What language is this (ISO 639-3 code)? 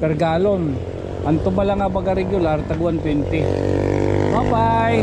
war